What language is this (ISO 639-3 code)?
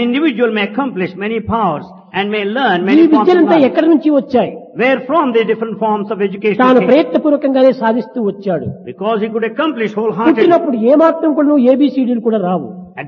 tel